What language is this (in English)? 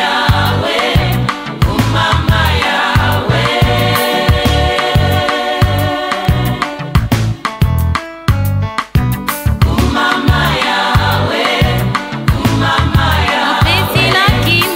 Swahili